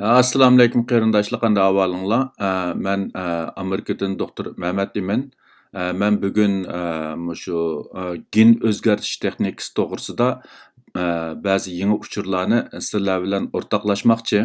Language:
Uyghur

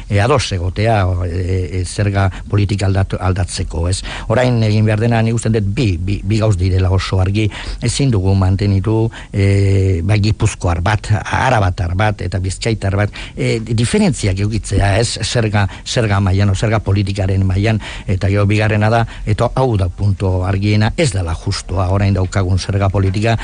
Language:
Basque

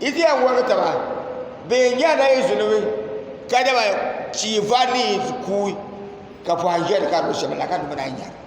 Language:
Dagbani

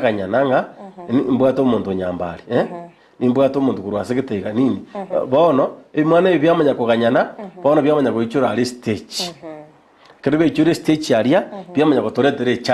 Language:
Gusii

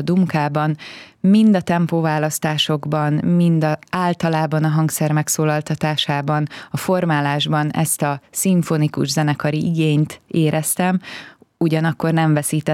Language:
Hungarian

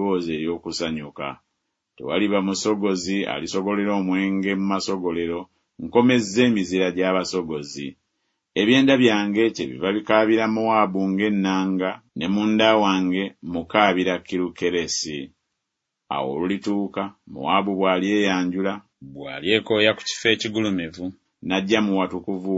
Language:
Ganda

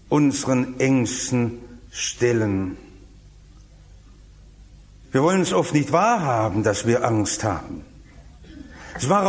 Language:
German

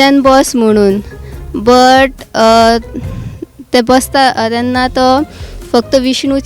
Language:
Konkani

